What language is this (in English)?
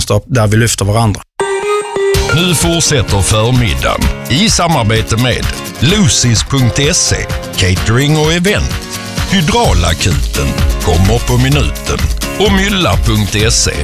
Swedish